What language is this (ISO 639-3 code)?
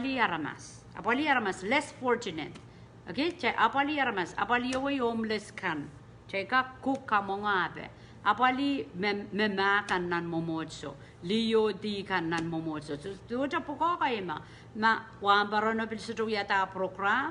pon